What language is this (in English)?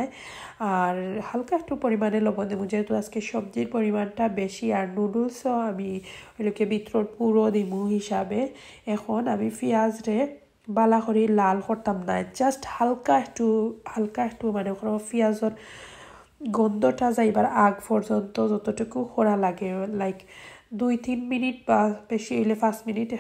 Sylheti